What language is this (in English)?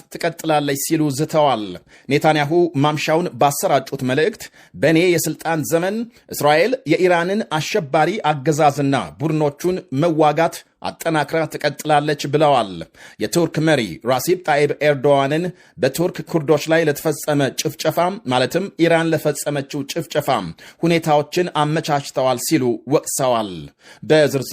Amharic